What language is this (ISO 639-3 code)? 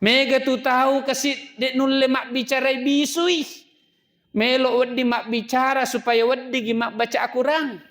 bug